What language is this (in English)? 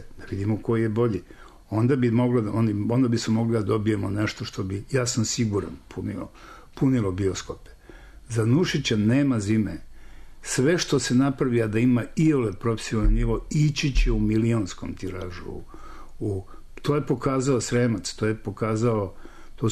Serbian